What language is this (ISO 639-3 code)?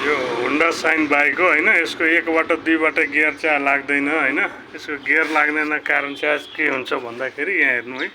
nep